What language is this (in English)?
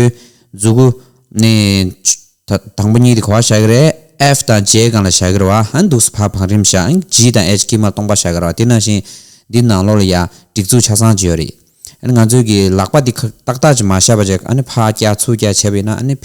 Tibetan